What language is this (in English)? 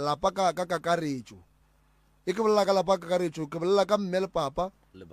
Northern Sotho